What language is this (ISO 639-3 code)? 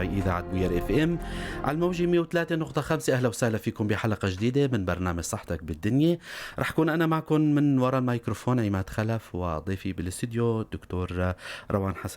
apc